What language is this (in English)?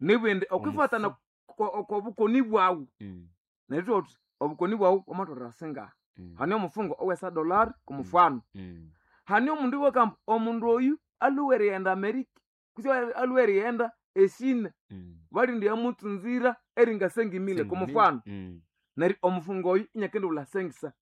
Nande